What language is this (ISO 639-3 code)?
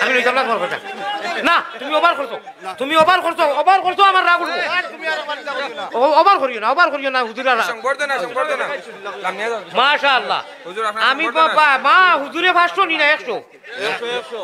syl